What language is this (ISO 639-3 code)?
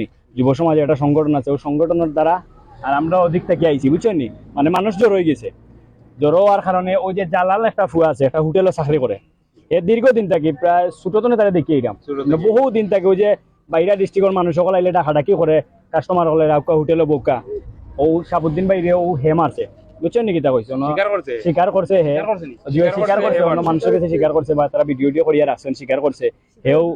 syl